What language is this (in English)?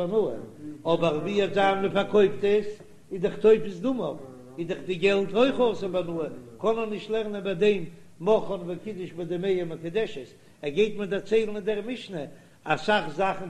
Yiddish